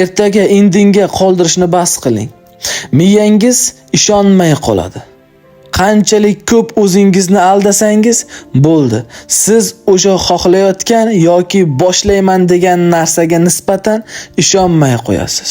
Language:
Uzbek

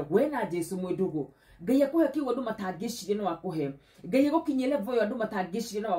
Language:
Kikuyu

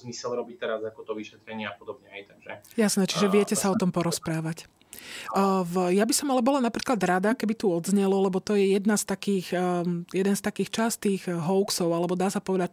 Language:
Slovak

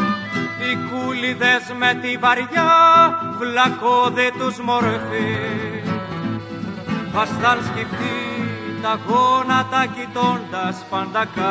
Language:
Greek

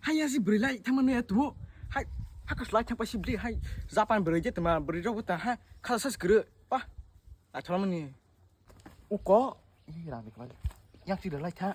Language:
Kok Borok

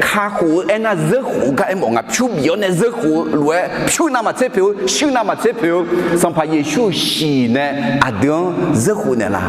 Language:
Akha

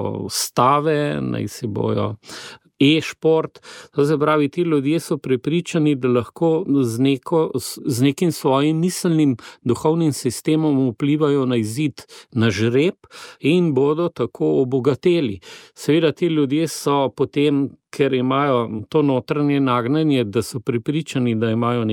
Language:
Slovenian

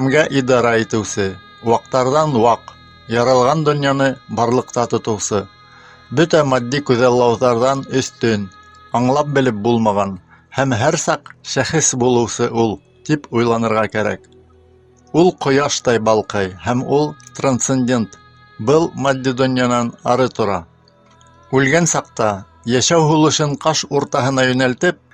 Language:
Bashkir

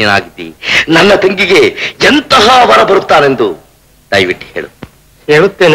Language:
Kannada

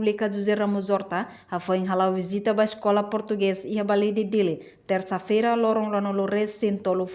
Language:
Tetum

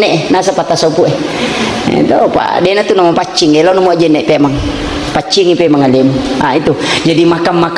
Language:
Buginese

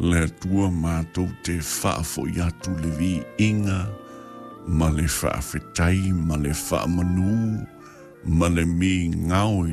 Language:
Samoan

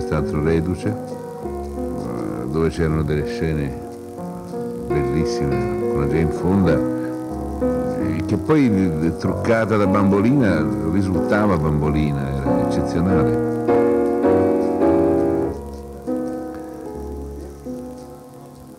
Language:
Italian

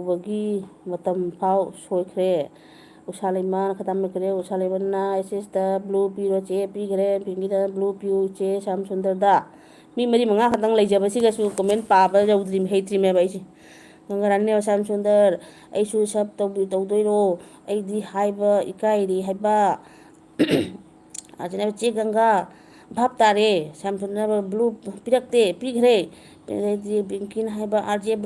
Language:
Manipuri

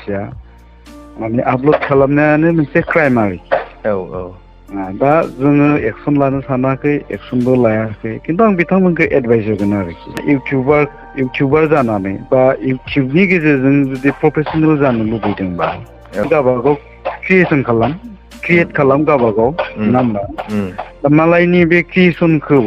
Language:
Bodo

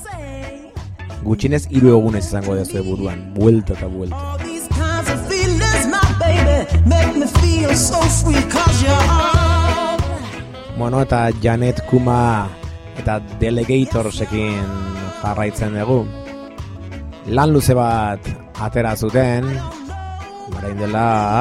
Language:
Basque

